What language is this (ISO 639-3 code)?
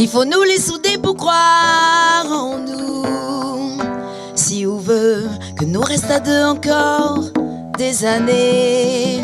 rcf